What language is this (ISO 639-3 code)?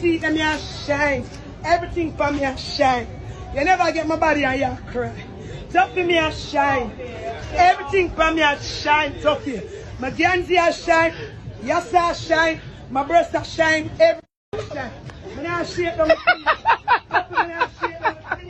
jam